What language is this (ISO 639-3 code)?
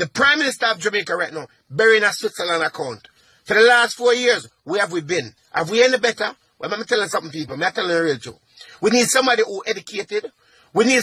jam